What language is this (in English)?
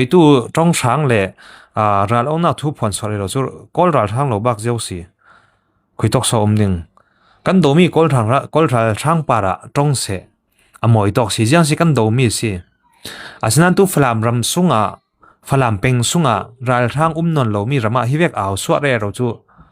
Falam Chin